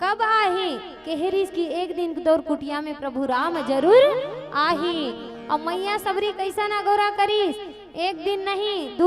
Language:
Chhattisgarhi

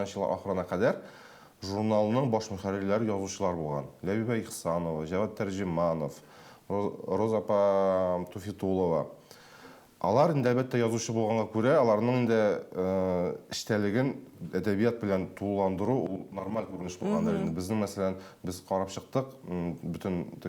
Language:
Tatar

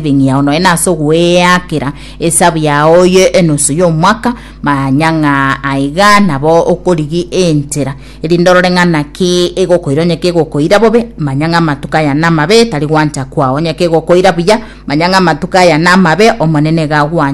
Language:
Gusii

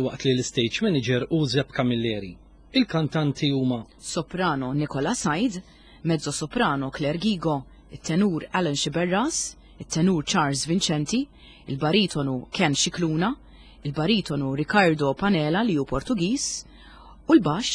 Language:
Maltese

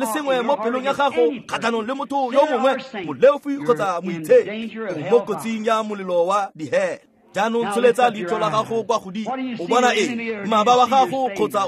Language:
Tswana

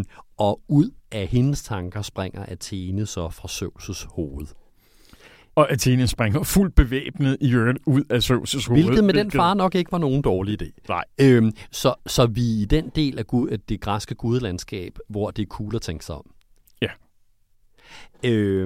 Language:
Danish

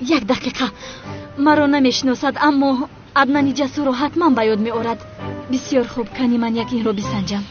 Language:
Tajik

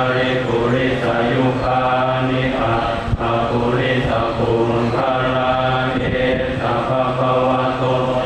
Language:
Pali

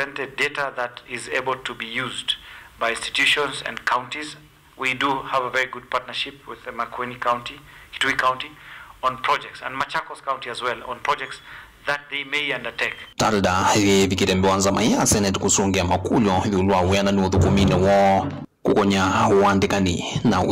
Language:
Kamba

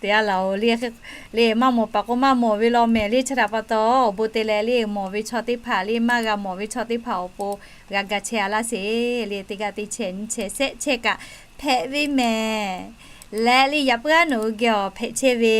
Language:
Lahu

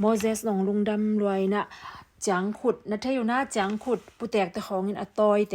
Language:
Tedim Chin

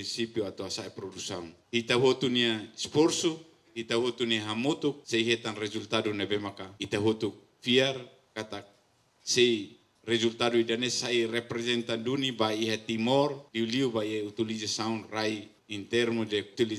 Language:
Tetum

